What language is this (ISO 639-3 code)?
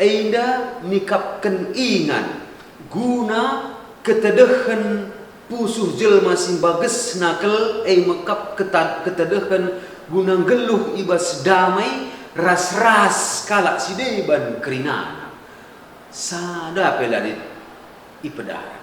btx